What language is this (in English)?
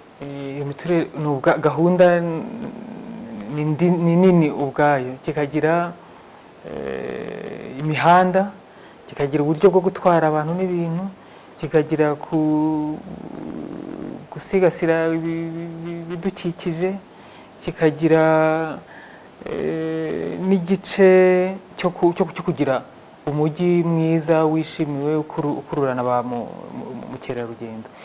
Kinyarwanda